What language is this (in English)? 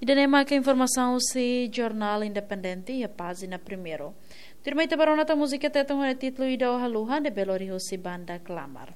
Tetum